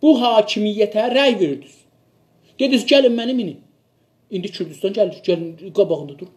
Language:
South Azerbaijani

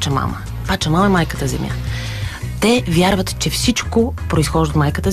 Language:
Bulgarian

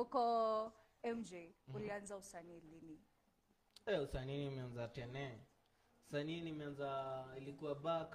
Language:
Swahili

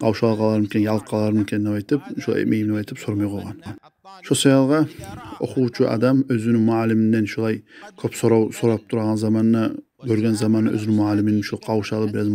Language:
Kumyk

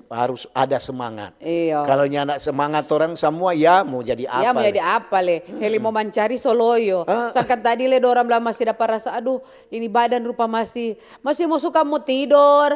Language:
Manado Malay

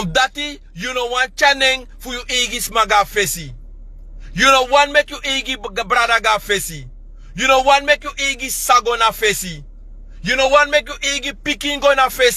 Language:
Sranan Tongo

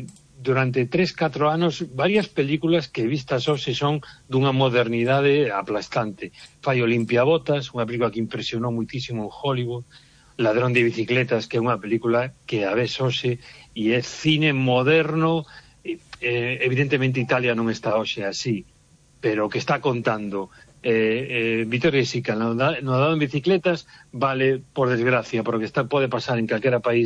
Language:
Galician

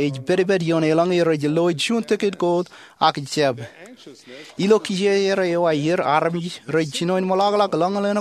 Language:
Marshallese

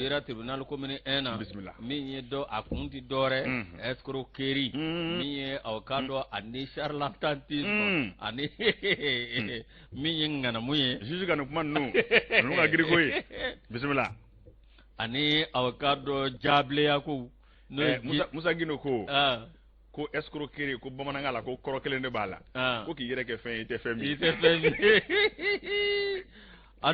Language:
Bambara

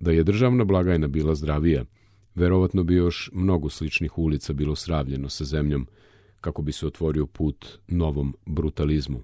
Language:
Serbian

